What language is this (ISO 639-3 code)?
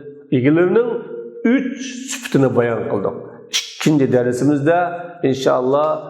uig